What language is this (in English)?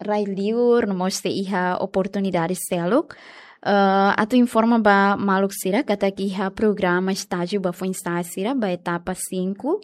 Tetum